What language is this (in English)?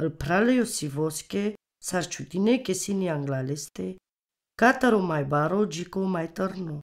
Romany